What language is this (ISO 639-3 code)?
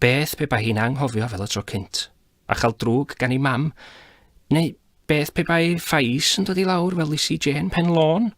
cym